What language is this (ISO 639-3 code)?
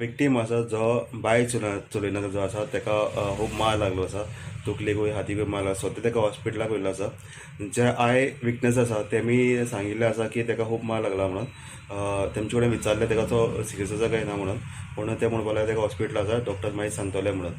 kok